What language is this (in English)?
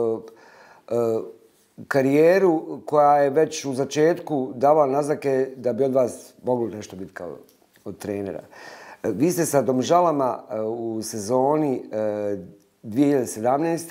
Bosnian